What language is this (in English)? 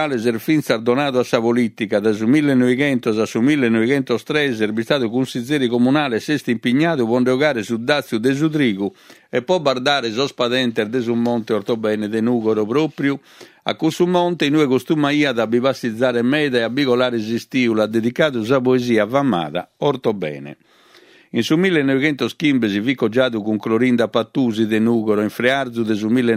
Sardinian